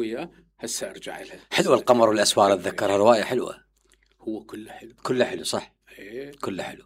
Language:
Mesopotamian Arabic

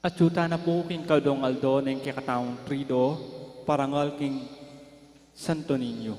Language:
Pampanga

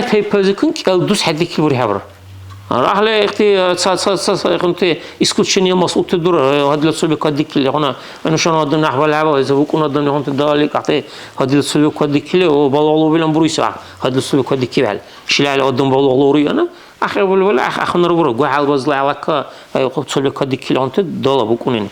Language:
Dargwa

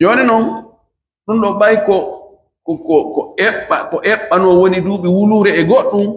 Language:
Fula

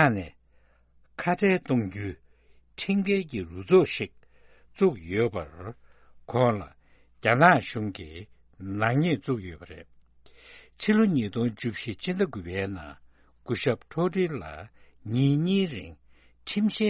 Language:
Tibetan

